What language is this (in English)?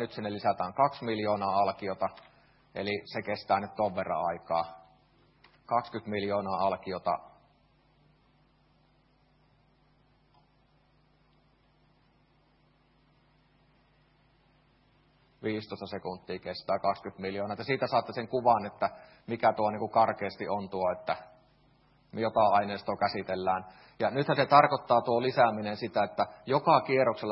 Finnish